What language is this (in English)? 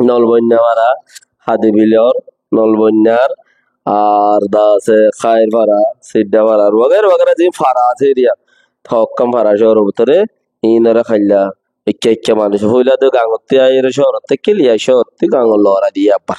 Rohingya